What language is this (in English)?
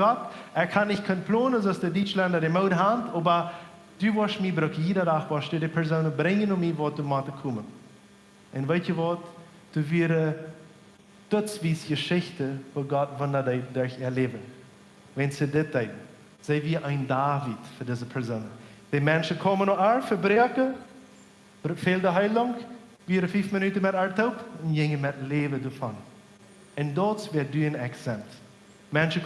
Plautdietsch